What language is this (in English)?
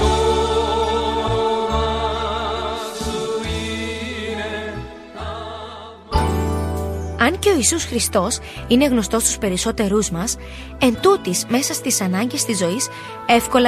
Greek